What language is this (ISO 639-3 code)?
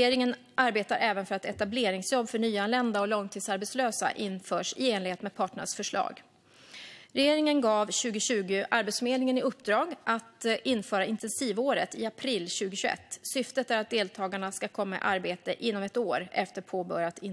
swe